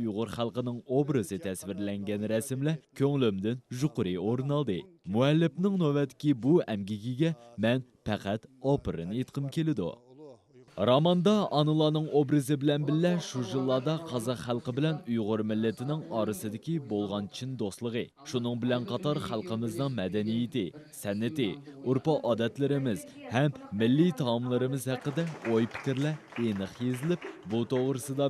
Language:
Uyghur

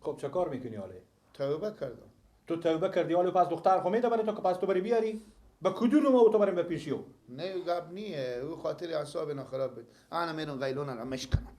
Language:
Persian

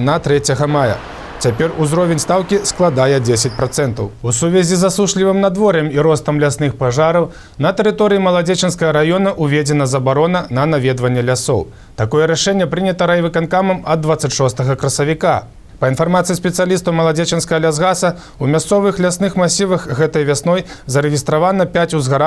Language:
Belarusian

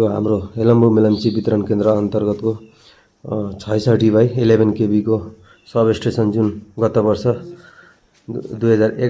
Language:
Nepali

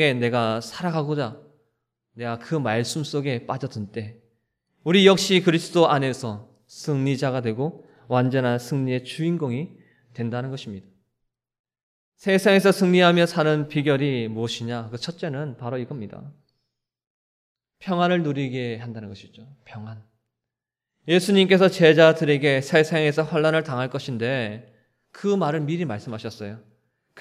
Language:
Korean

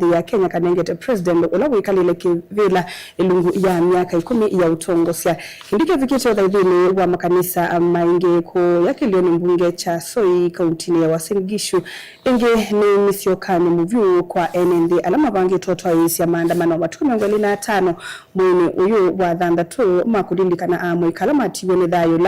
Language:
Kamba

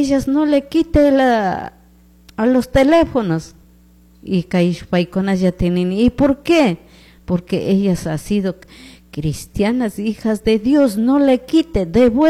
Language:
Chimborazo Highland Quichua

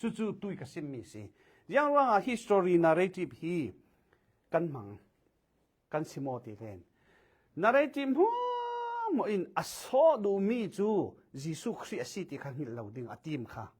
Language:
Falam Chin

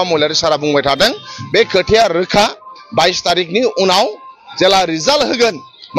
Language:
Bodo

